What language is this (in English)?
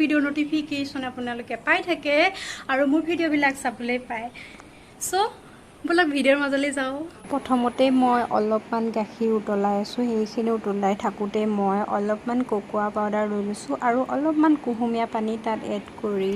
Assamese